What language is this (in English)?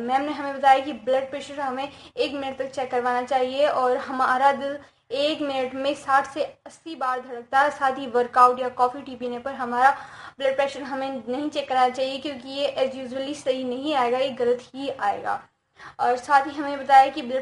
Hindi